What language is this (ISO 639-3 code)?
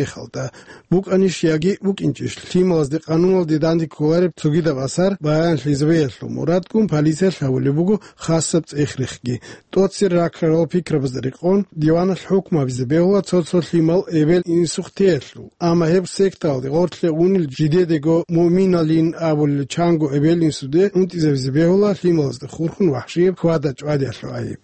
ava